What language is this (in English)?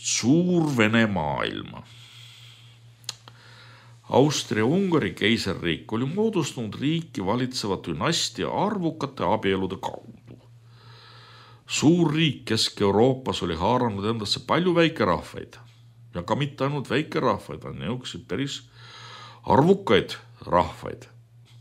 Estonian